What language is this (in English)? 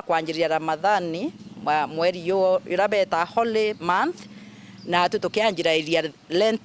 Meru